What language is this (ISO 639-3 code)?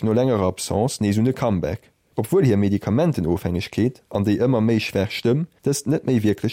ltz